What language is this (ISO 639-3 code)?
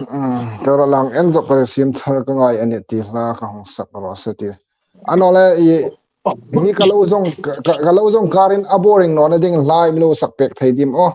hmr